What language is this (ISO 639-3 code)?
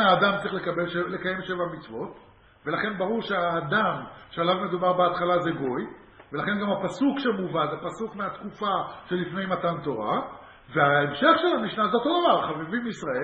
heb